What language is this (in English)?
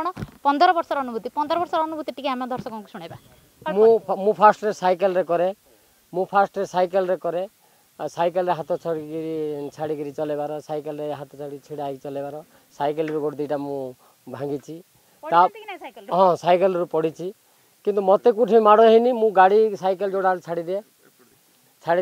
Odia